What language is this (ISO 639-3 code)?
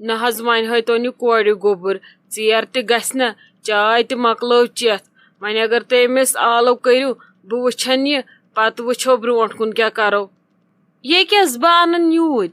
kas